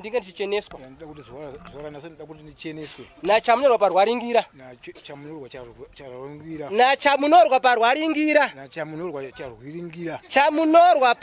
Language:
Shona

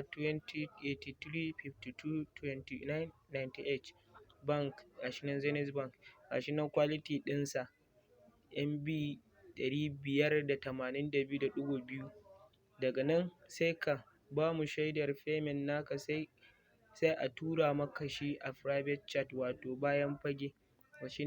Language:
Hausa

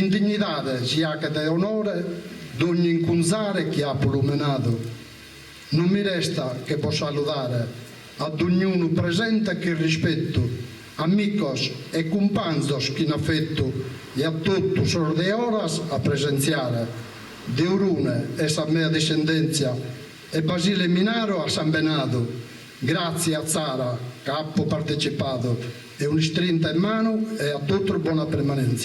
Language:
Sardinian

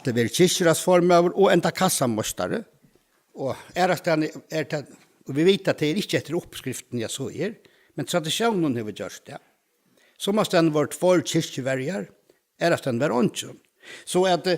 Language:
Faroese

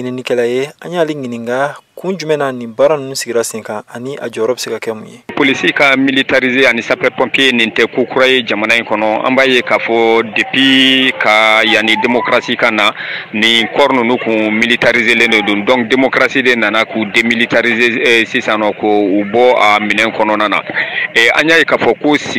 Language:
Bambara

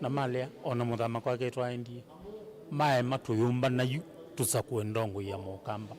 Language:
Kamba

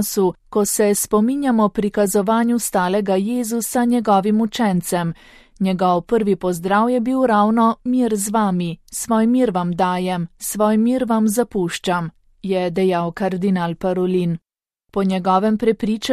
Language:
Slovenian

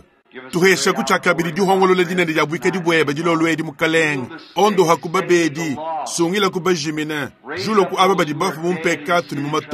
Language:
Luba-Lulua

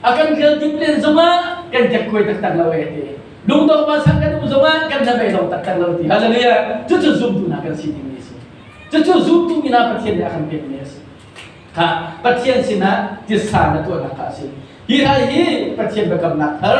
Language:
Hakha Chin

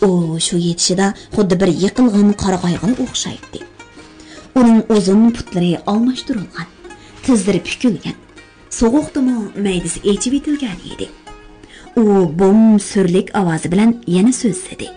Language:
Uyghur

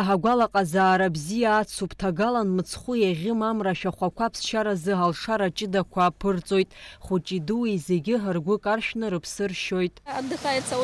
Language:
Abkhazian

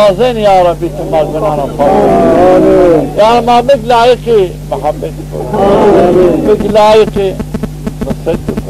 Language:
Zaza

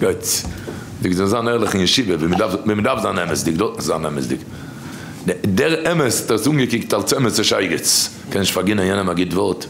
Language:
Yiddish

